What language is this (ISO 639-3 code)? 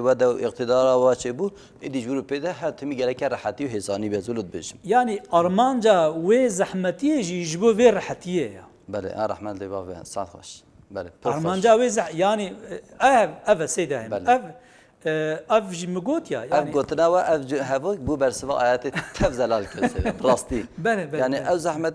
kur